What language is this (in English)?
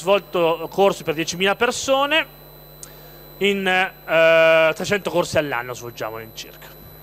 Italian